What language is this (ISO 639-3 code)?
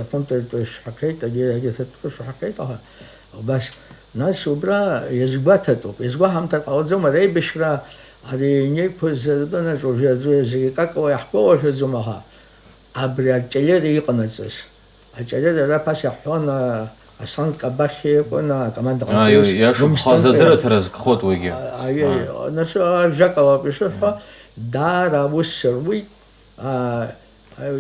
abk